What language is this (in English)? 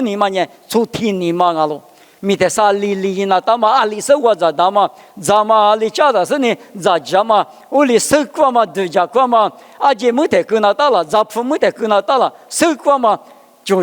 Lisu